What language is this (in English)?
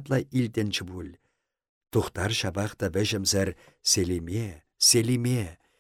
Chuvash